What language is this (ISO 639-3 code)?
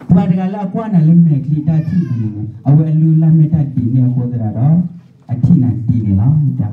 ksw